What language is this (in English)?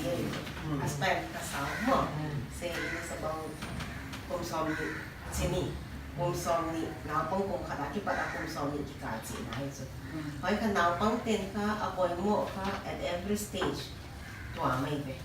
Paite Chin